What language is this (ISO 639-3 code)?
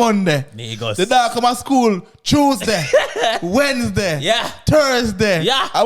jam